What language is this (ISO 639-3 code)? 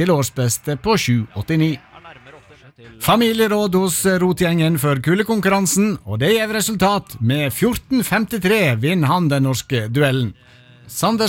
nor